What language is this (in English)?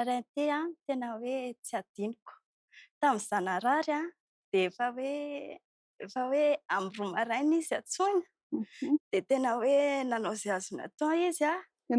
Malagasy